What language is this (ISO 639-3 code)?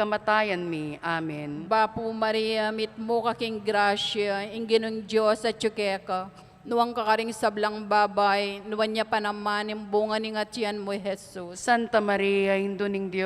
pam